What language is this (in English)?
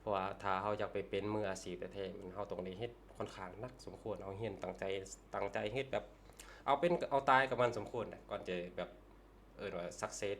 Lao